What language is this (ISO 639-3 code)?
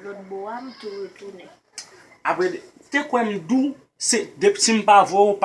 hat